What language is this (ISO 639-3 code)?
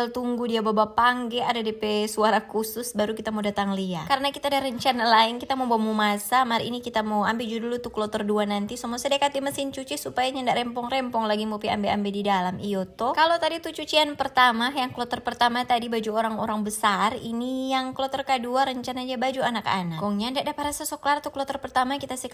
xmm